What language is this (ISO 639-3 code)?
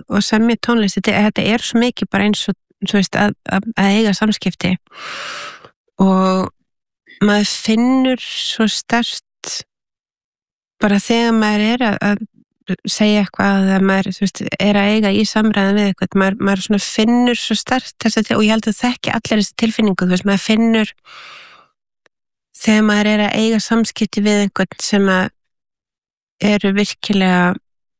isl